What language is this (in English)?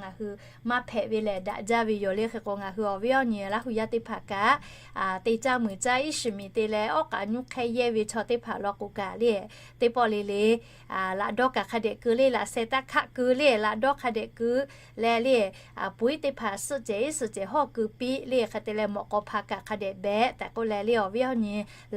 Lahu